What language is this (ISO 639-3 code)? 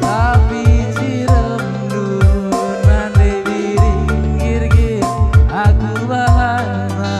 btx